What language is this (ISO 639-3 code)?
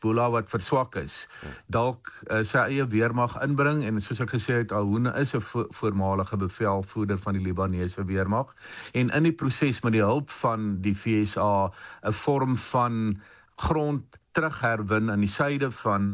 afr